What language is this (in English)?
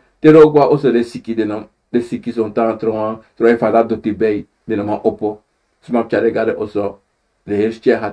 Sranan Tongo